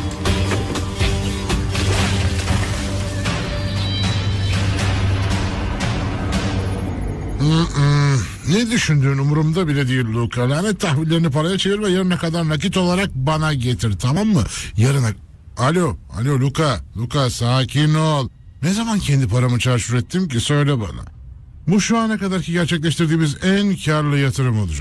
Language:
Turkish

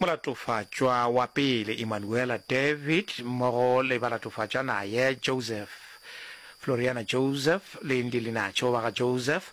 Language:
Northern Sotho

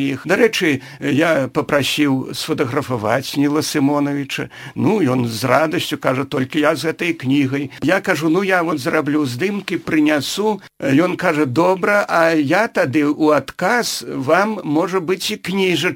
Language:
Belarusian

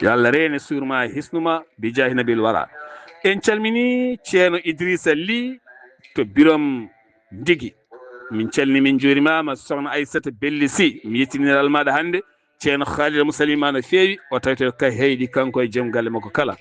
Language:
Fula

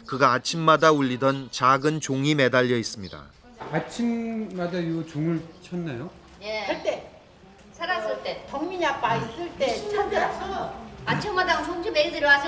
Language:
Korean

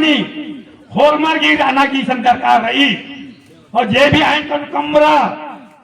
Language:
Kurukh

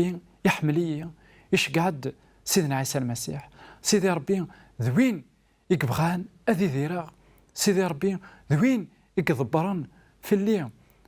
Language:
Kabyle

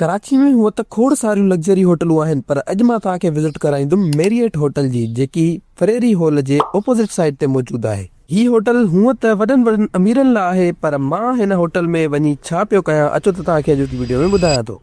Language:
Sindhi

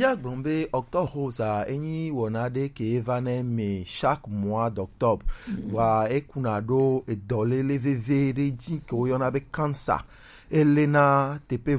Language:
Gen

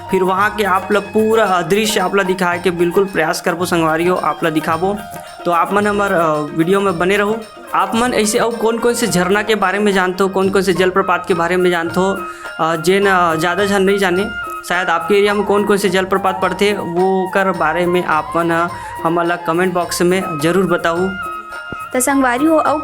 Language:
Chhattisgarhi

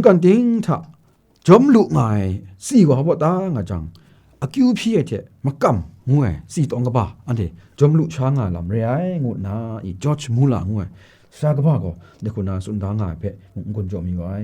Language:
Kachin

